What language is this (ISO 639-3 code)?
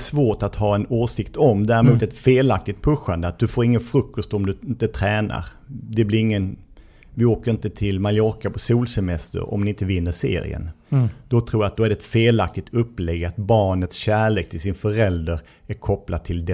swe